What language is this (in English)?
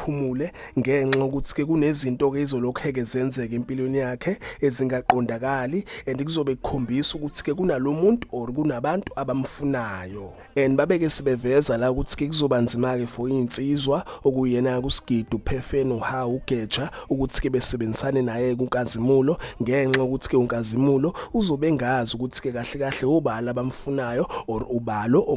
Zulu